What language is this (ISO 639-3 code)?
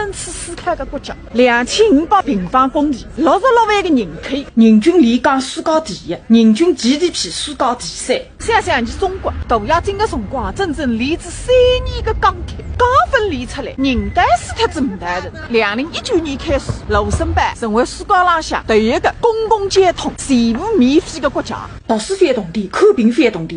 wuu